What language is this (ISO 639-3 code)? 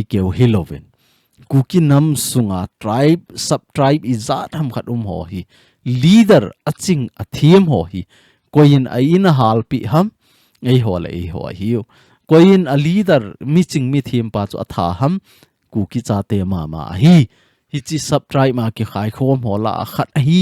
tcz